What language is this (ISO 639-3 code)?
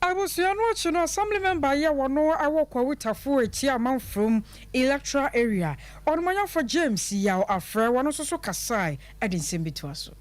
aka